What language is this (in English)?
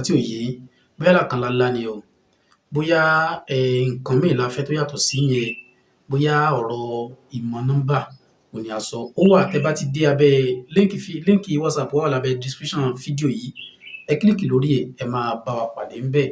Yoruba